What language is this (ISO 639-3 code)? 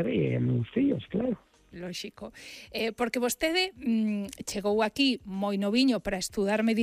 glg